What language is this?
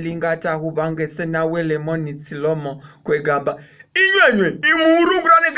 Masaaba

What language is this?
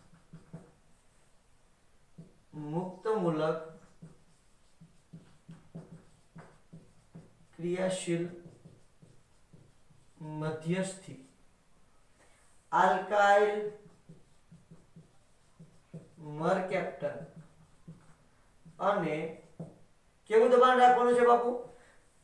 Gujarati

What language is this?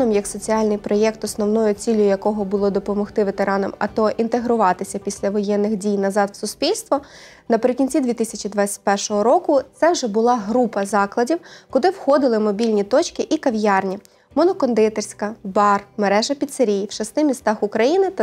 Ukrainian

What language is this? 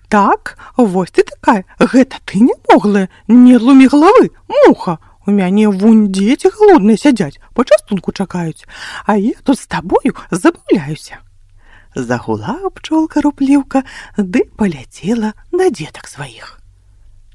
Belarusian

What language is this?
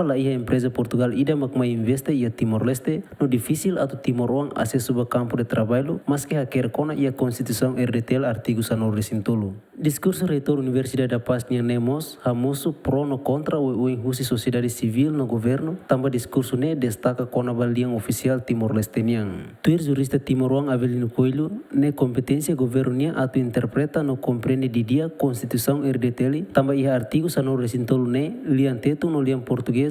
Tetum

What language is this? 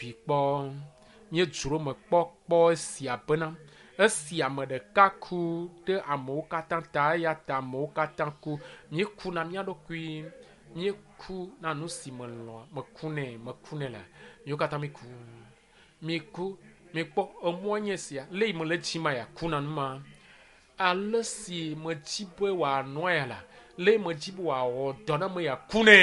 Ewe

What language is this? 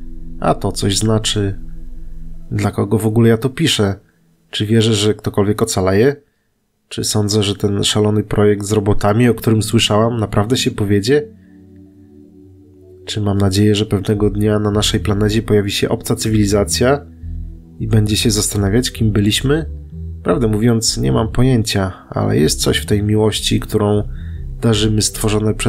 Polish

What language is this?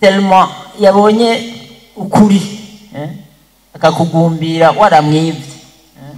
Rundi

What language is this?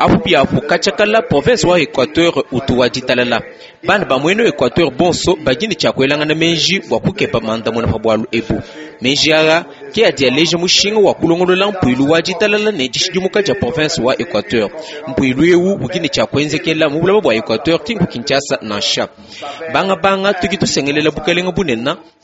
Luba-Lulua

